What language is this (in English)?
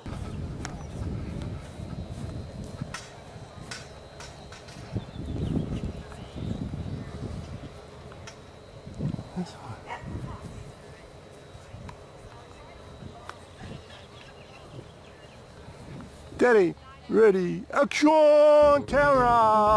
English